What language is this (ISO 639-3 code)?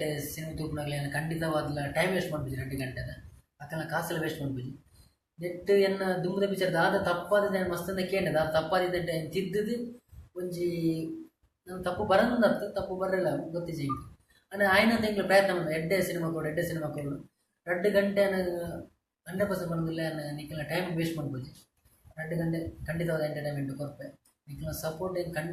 tcy